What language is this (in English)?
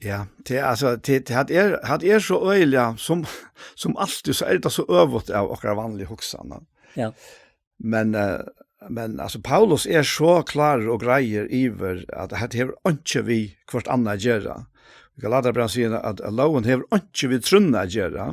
Faroese